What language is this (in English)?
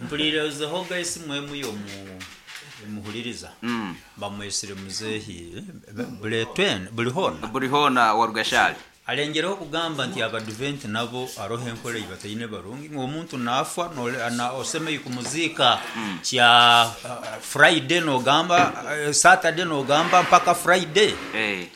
Nyoro